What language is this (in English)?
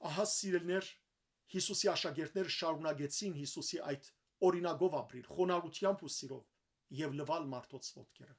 Western Armenian